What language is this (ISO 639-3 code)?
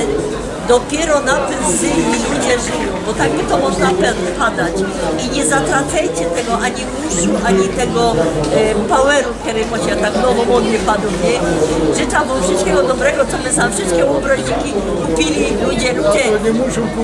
szl